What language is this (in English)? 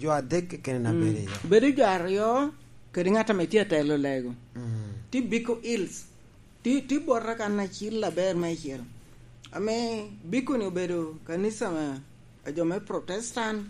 Lango (Uganda)